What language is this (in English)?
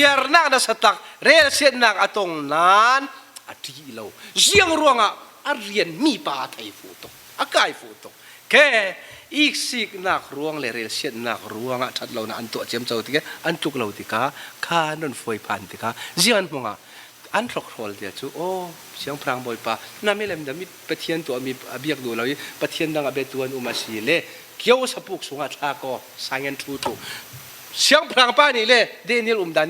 Falam Chin